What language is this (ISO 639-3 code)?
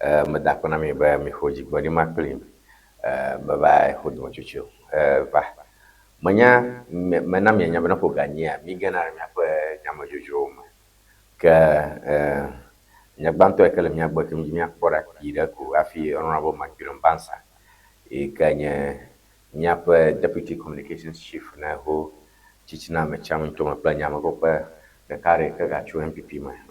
ewe